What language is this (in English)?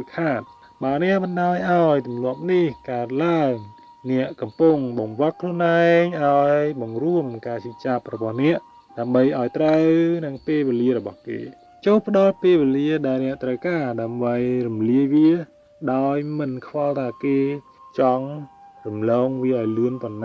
Khmer